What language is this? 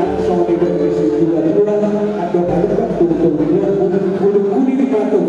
Batak Toba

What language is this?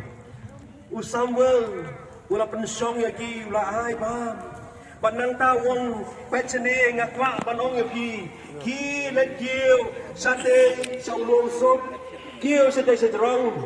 Khasi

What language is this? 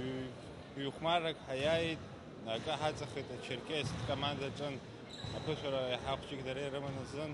Abkhazian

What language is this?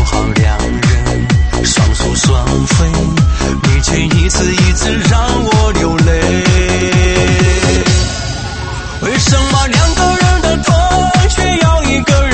Chinese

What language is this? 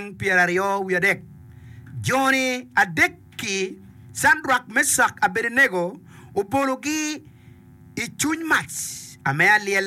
Acoli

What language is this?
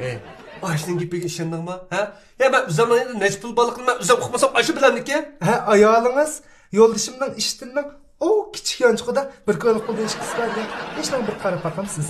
Uyghur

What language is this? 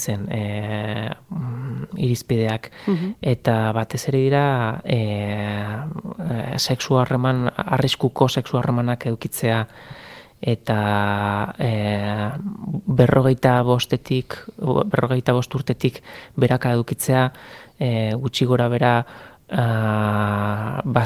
Basque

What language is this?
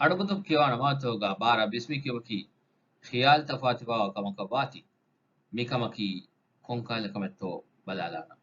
Divehi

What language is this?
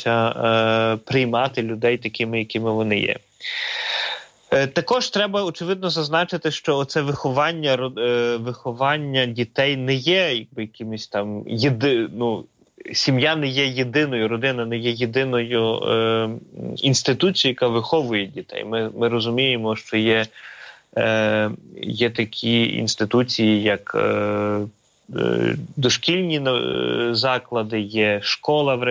Ukrainian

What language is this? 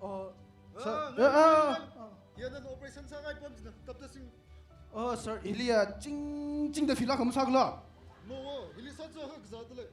Tangkhul Naga (India)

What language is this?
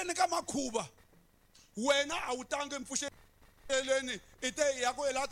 Tsonga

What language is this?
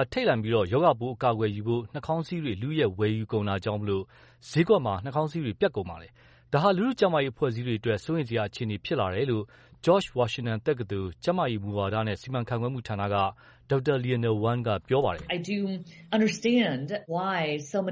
Burmese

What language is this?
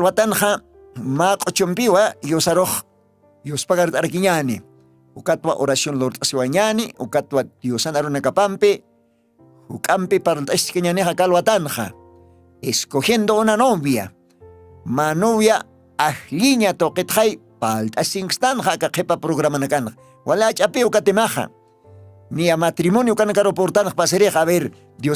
Aymara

